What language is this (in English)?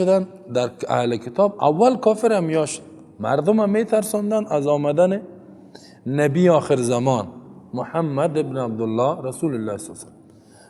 Persian